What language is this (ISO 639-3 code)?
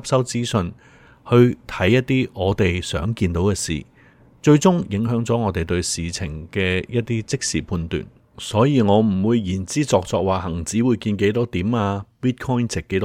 yue